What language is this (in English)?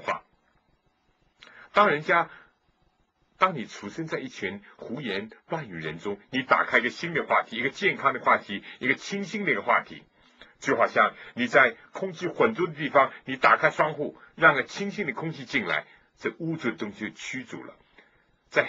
Chinese